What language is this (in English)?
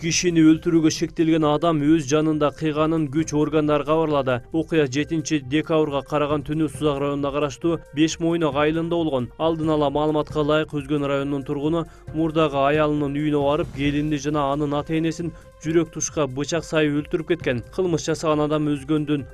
Kyrgyz